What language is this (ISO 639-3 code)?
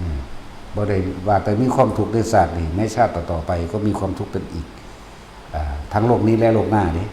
tts